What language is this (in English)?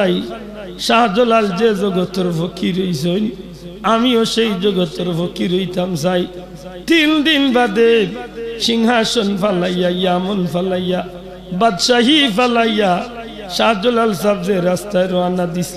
Sylheti